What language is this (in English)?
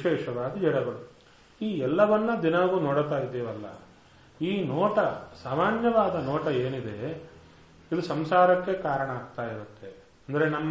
Kannada